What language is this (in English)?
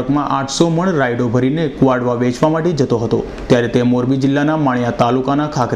Gujarati